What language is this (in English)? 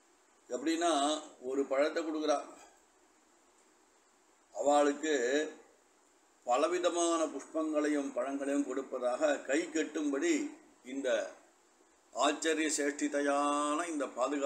Tamil